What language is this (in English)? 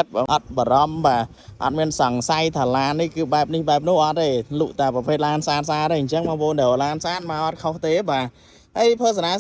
Khmer